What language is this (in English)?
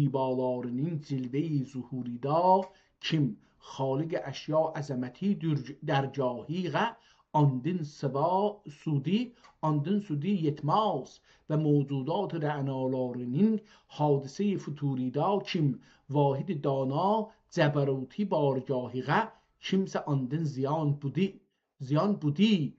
South Azerbaijani